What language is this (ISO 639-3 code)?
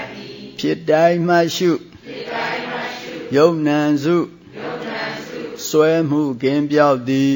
mya